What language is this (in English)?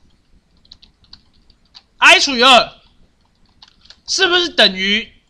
Chinese